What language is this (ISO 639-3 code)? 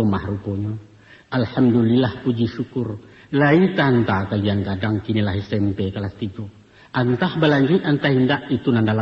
min